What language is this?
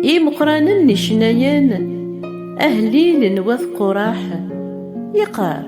Kabyle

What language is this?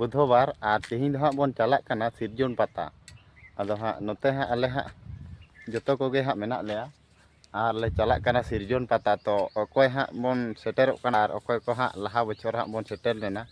Santali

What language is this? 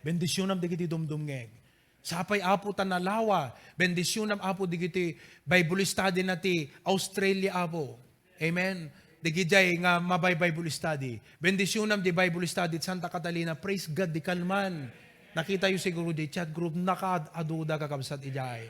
Iloko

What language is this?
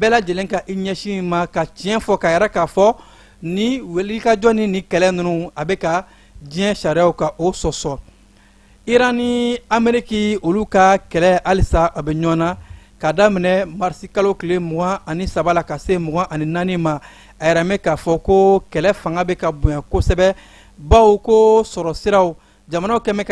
Bambara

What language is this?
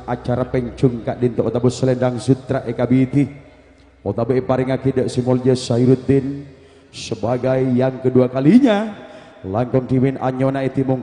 Madurese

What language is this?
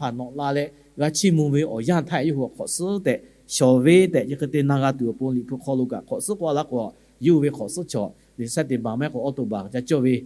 Lahu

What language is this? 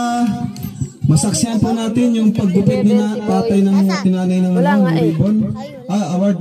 Filipino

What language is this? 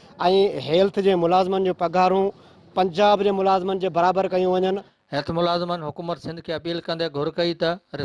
Sindhi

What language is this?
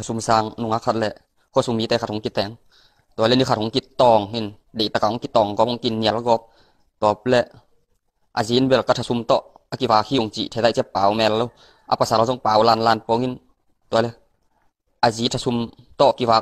Tedim Chin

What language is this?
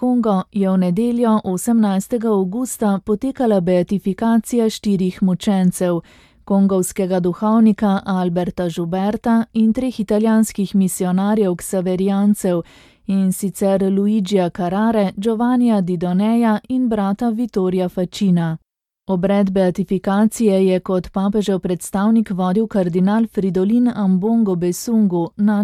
Slovenian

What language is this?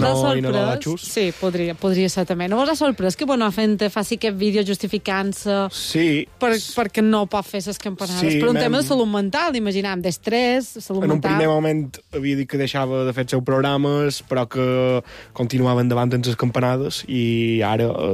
Catalan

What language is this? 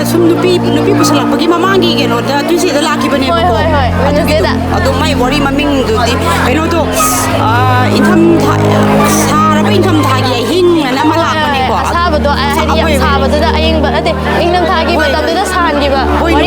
Manipuri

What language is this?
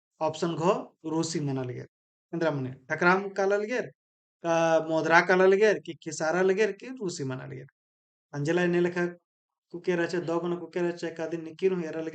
Kurukh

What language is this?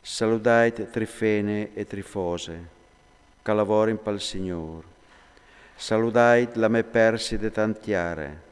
Friulian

